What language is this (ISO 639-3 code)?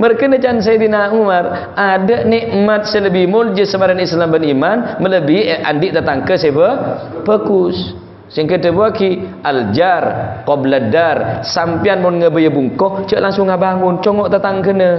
mad